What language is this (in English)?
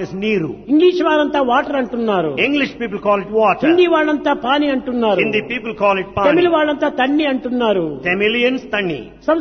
Telugu